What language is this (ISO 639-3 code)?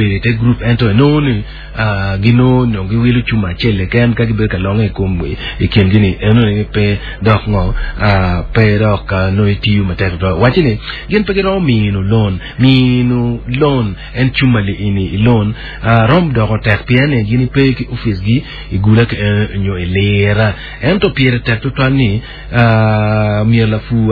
ach